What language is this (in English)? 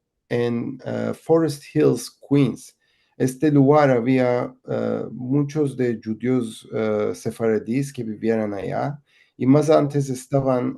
Ladino